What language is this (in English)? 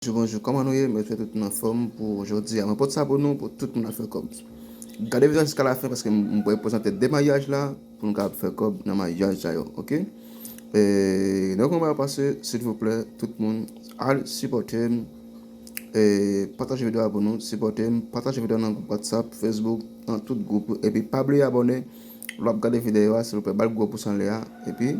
Haitian Creole